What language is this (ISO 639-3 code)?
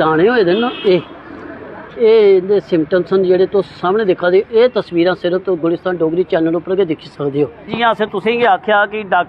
doi